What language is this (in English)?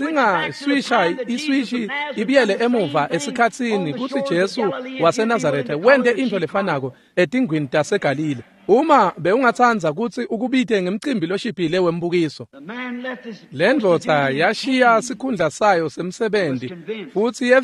Swati